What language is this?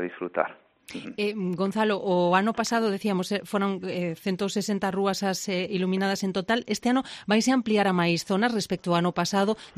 Galician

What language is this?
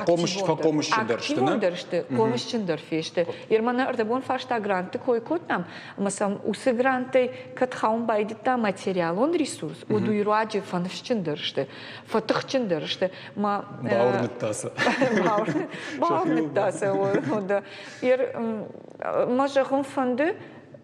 Ossetic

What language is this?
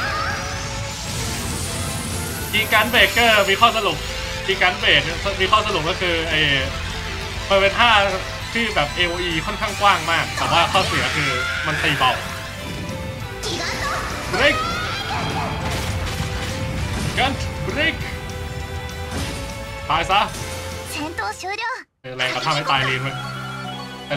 Thai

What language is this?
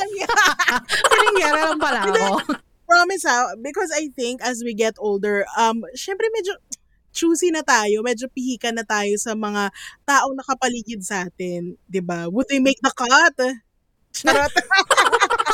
Filipino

